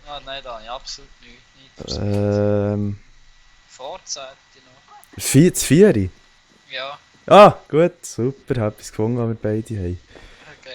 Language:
Swiss German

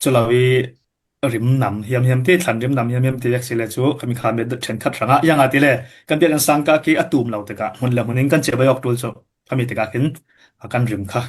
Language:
Falam Chin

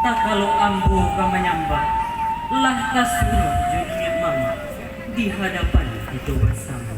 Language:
Minangkabau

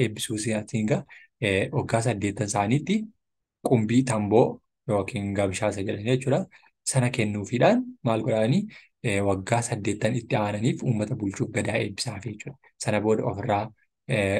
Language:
Oromo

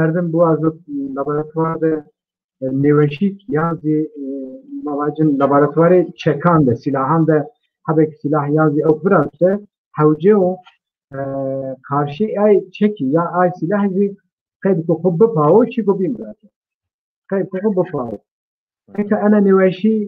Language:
Zaza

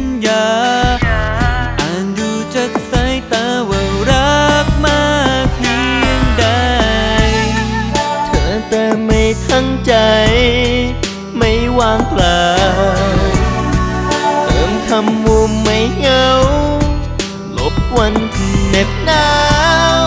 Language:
Thai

